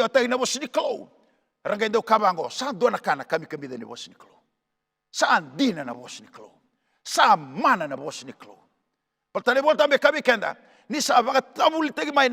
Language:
Fijian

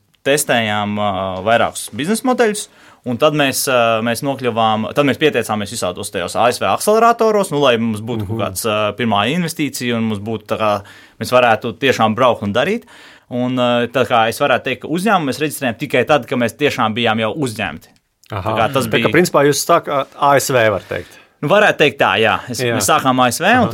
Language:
Latvian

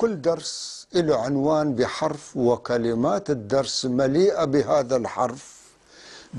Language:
North Levantine Arabic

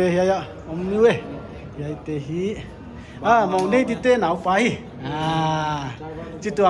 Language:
Paite Chin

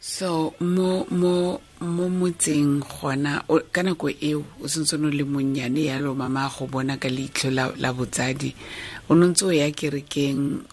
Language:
Tswana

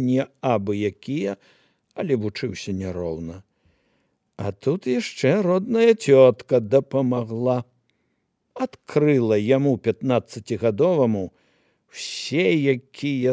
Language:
Belarusian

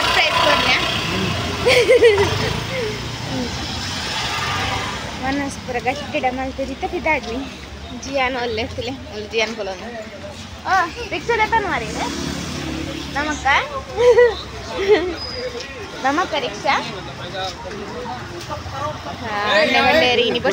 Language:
Tulu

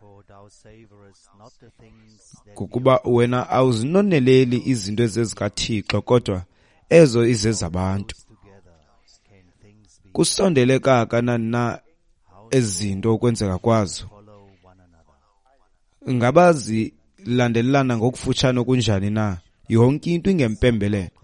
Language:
Xhosa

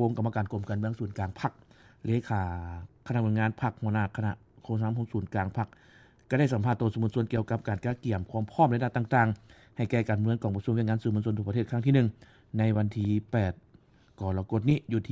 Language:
Lao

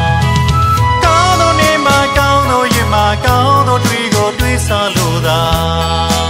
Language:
Burmese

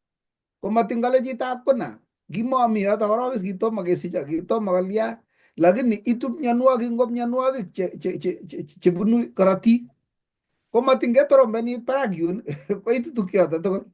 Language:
Kalenjin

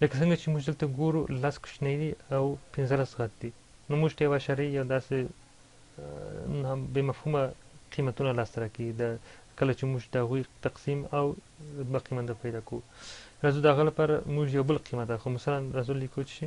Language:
Pashto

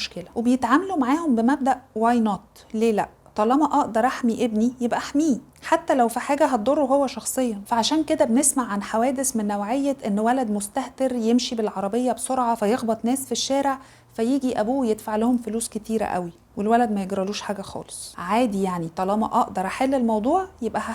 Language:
Egyptian Arabic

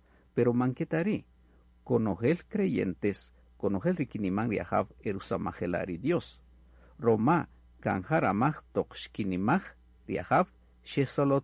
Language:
Kaqchikel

